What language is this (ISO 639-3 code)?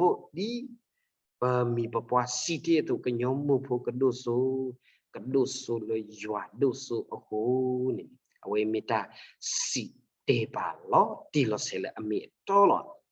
ksw